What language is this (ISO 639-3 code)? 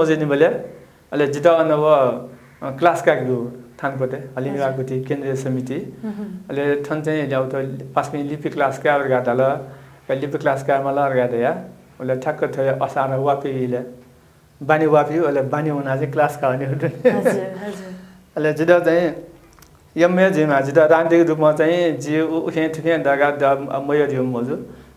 new